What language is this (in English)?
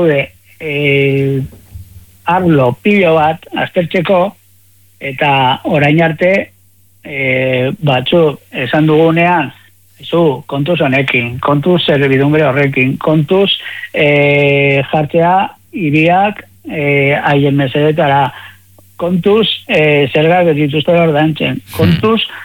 Basque